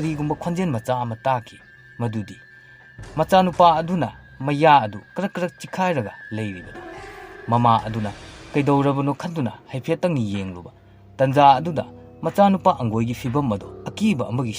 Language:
Manipuri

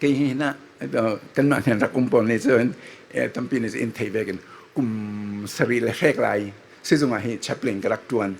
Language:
Falam Chin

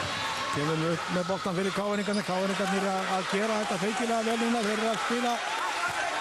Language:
Icelandic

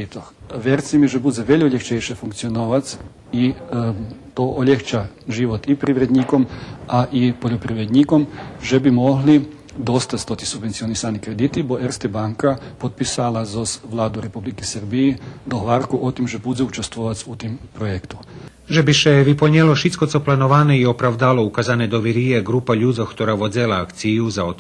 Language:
Rusyn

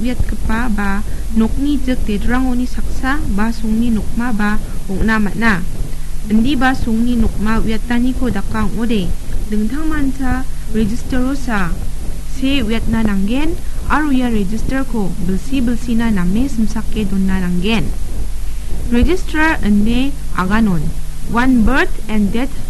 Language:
Garo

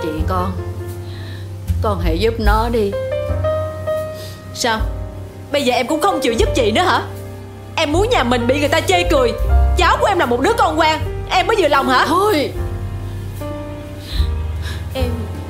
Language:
Vietnamese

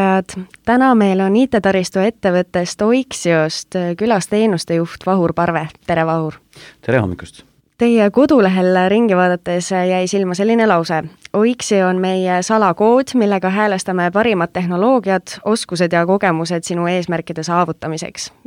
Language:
Estonian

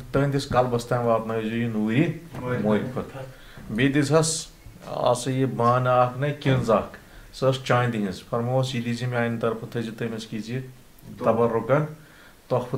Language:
Kashmiri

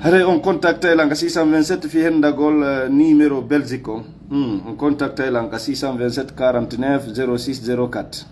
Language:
Fula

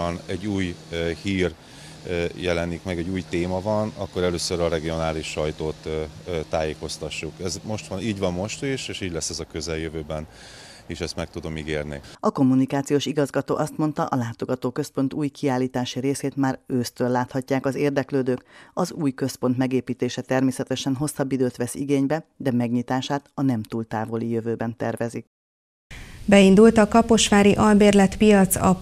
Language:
Hungarian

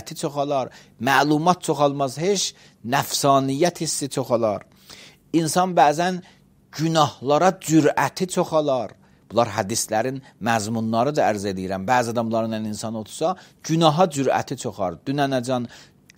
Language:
Azerbaijani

